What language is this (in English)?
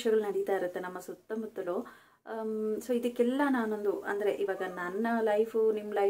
Kannada